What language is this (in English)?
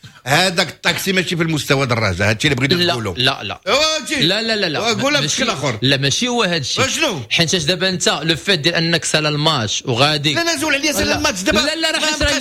Moroccan Arabic